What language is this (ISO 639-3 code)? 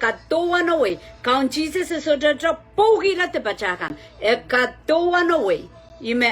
pon